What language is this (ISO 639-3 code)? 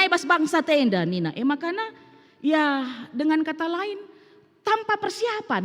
btx